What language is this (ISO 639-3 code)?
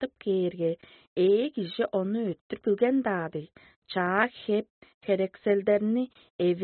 tyv